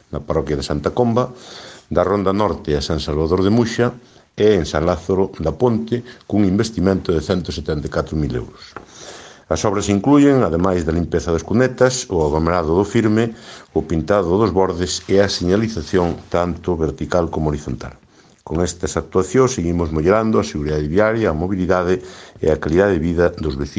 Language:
Galician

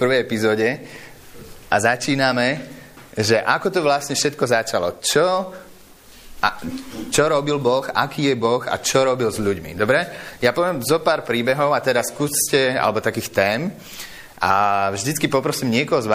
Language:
Slovak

